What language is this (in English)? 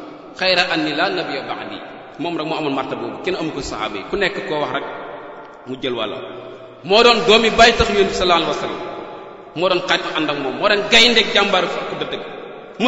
Wolof